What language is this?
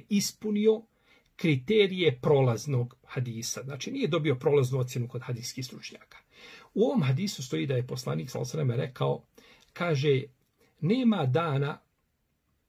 Bosnian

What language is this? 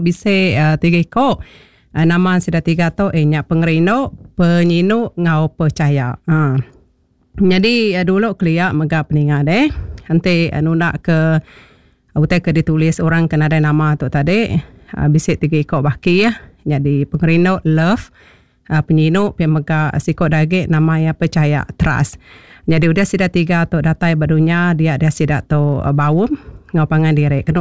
Iban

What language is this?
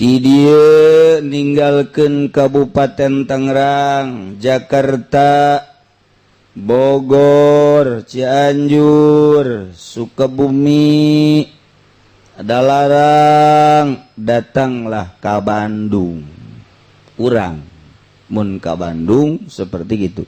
Sundanese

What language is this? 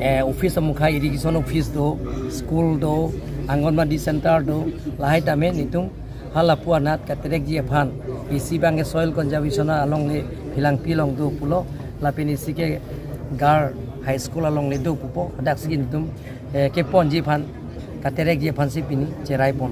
Karbi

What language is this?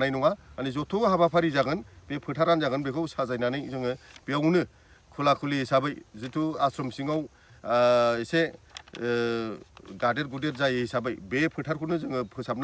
Bodo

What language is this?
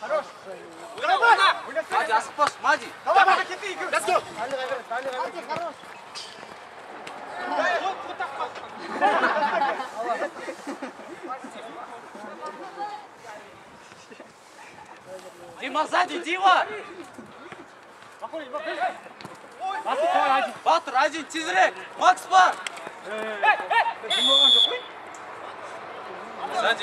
Kazakh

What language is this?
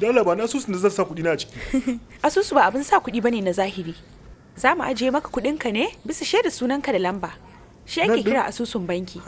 Hausa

